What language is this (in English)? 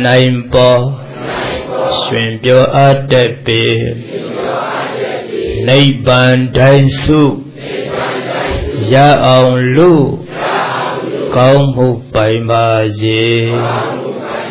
Burmese